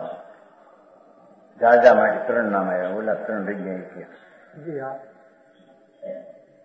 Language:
Gujarati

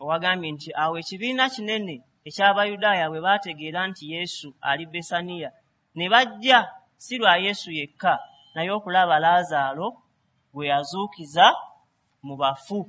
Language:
Ganda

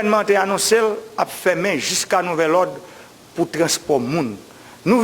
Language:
Haitian Creole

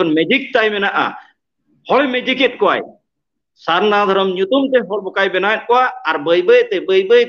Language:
Santali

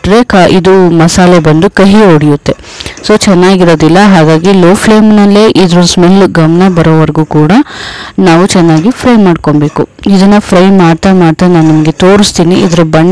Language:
Kannada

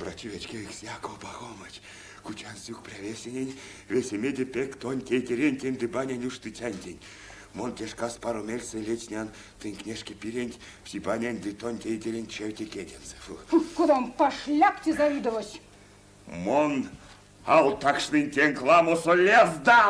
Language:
Erzya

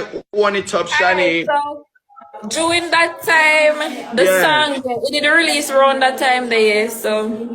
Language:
Jamaican Creole English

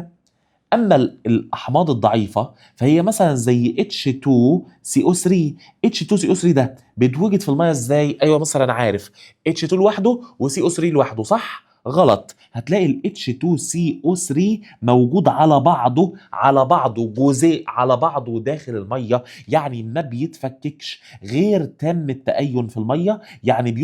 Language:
Egyptian Arabic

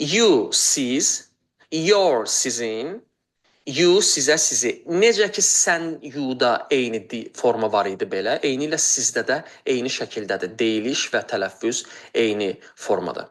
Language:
Azerbaijani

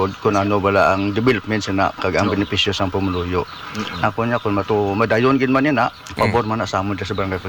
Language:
Hiligaynon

